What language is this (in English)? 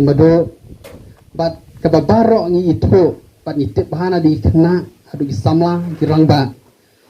Khasi